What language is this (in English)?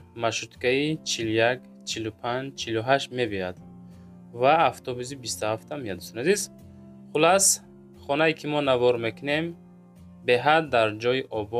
Tajik